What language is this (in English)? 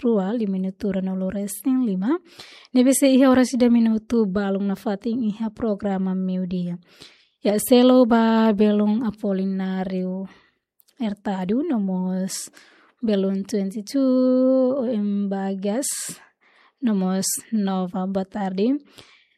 Tetum